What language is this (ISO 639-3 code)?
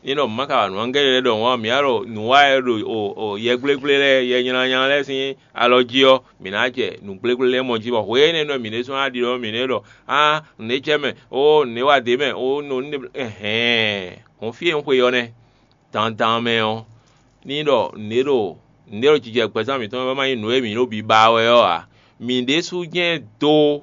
fon